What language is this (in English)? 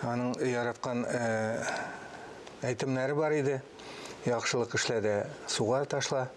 Tatar